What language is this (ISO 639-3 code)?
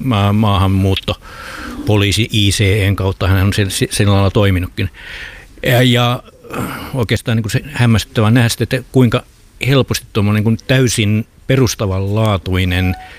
fin